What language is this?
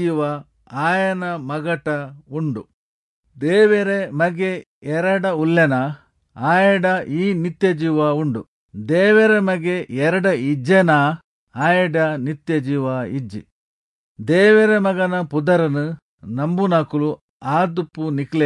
Tulu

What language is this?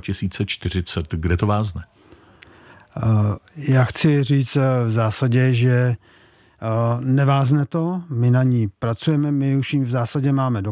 Czech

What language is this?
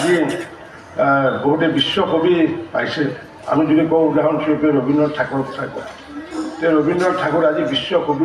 Assamese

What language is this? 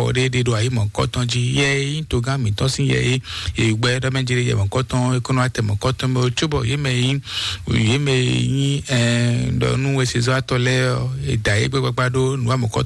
Fon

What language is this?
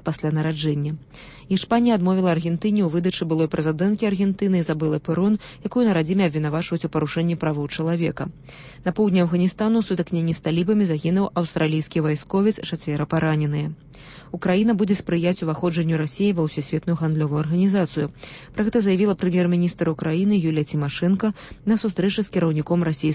Belarusian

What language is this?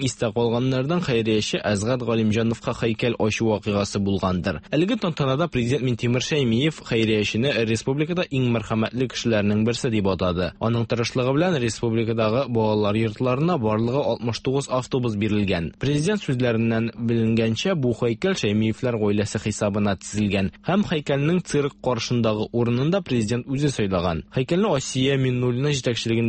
Tatar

